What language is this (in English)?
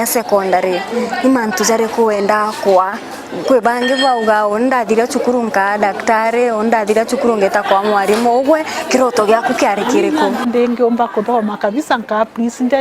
Meru